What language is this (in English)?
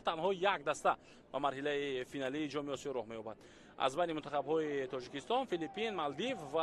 Tajik